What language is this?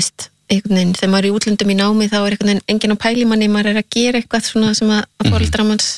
Icelandic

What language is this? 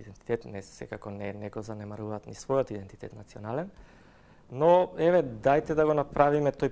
Macedonian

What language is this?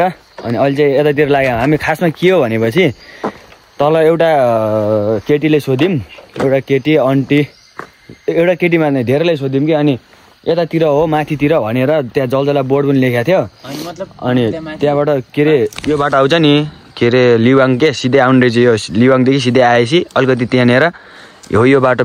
Nepali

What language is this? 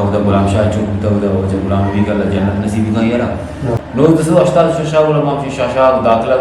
Eastern Balochi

